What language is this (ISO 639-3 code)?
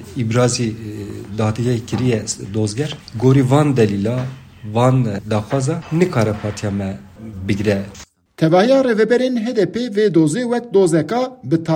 kur